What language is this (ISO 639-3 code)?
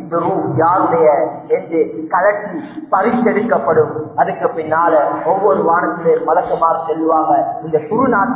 tam